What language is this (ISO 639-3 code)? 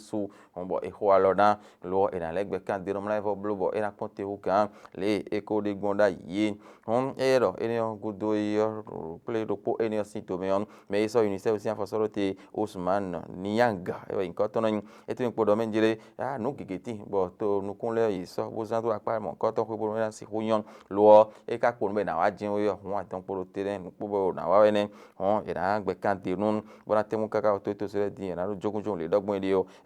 fon